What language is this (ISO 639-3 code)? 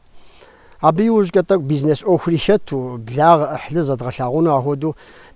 kbd